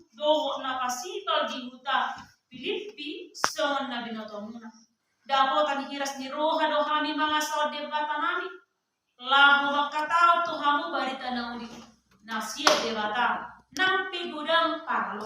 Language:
Batak Toba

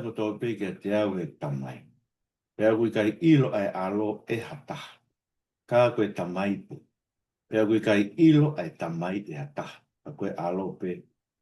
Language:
Tongan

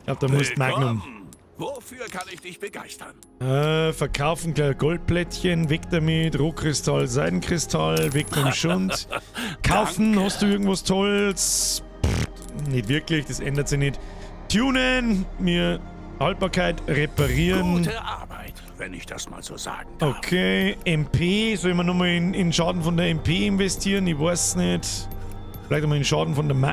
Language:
Bavarian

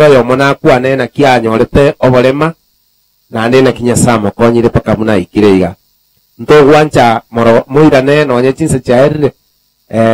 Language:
Gusii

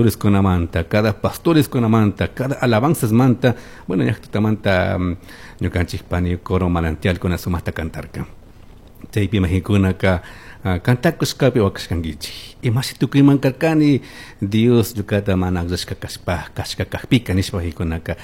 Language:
Chimborazo Highland Quichua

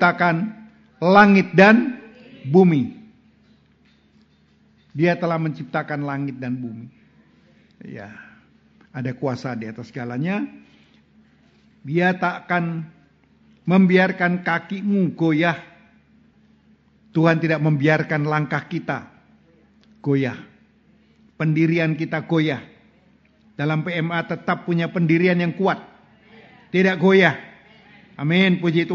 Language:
Indonesian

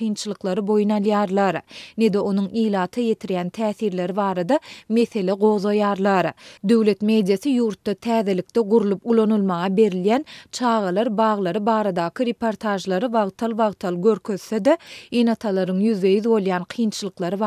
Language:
Turkmen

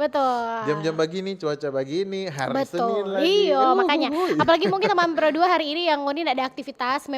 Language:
Manado Malay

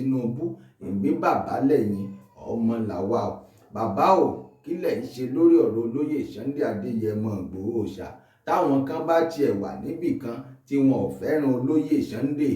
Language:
Yoruba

